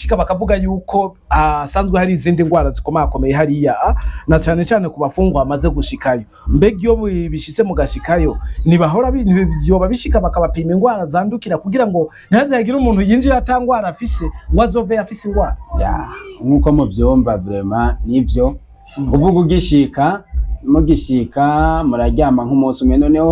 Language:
Rundi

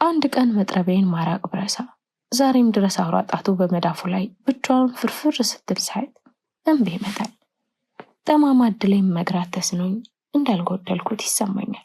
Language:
Amharic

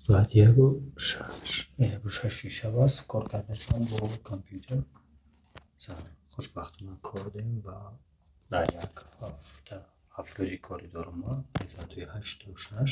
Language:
Tajik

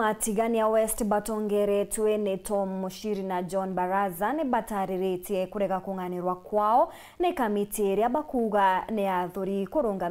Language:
Meru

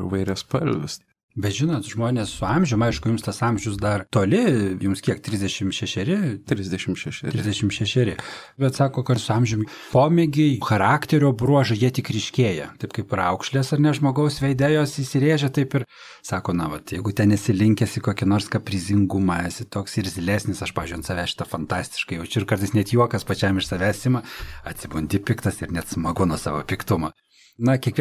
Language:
Lithuanian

